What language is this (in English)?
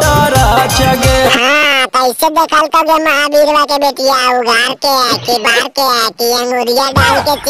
Magahi